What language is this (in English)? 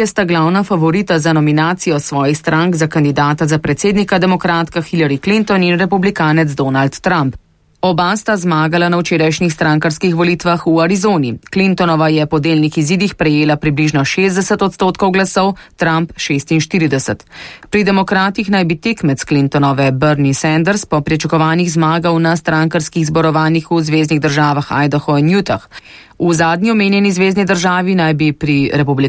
Slovenian